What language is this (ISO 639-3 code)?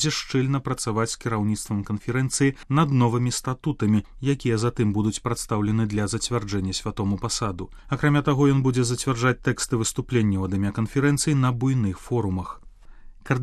bel